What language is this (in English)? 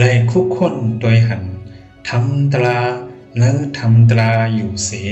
Shan